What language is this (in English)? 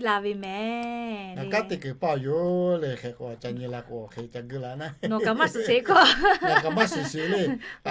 Lahu